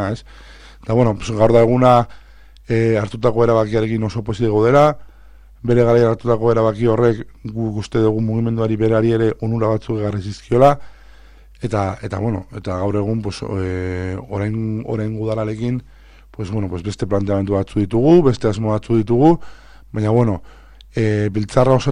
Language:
Basque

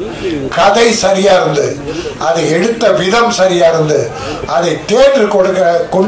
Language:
Tamil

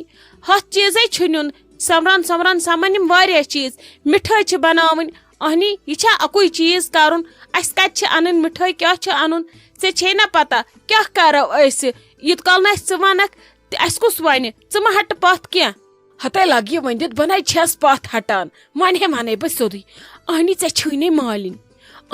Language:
Kashmiri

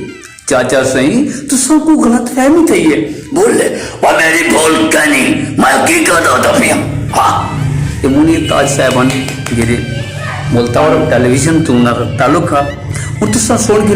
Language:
Saraiki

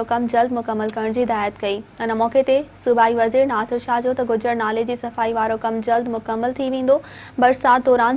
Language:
Sindhi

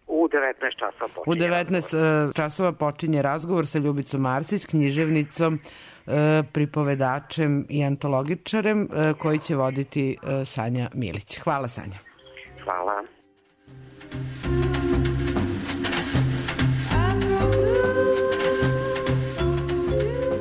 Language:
Serbian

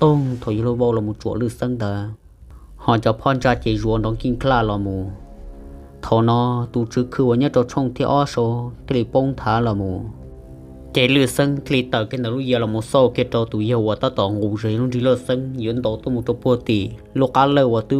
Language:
Hmong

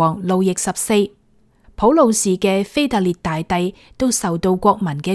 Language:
Cantonese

